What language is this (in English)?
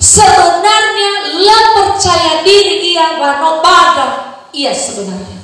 Nias